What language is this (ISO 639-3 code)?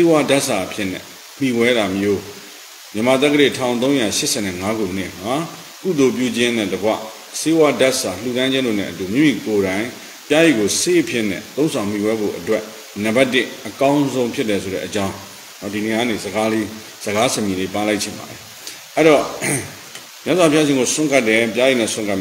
mya